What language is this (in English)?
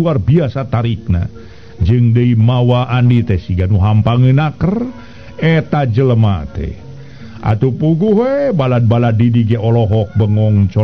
Sundanese